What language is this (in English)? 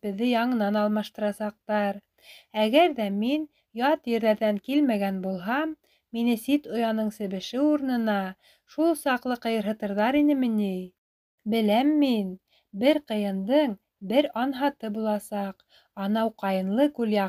Bashkir